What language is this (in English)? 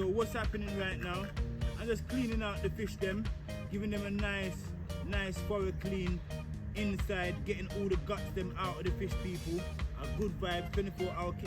Jamaican Creole English